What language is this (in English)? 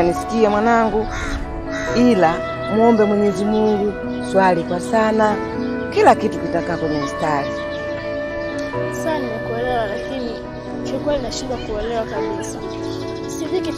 Swahili